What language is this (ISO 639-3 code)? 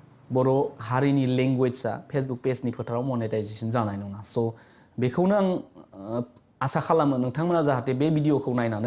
brx